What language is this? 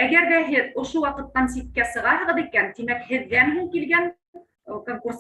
Bashkir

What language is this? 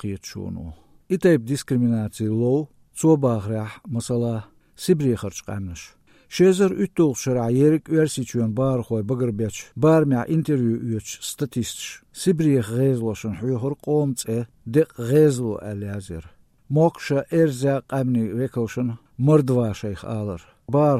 Azerbaijani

